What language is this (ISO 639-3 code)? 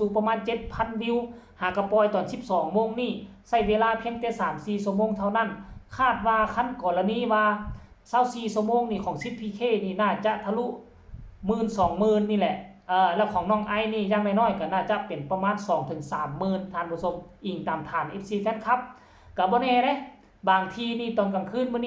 tts